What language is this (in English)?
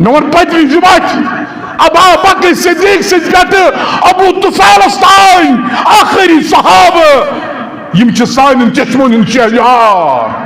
Kashmiri